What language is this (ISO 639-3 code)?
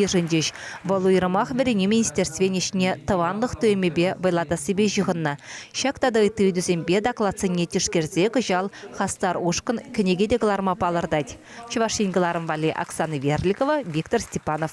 chv